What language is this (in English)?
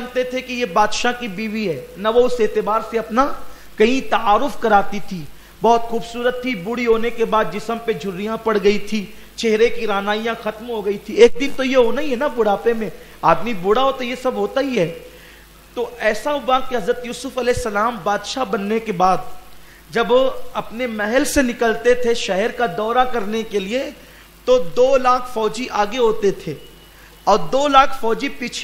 Urdu